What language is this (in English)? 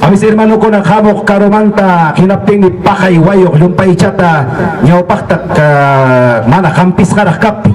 Ayacucho Quechua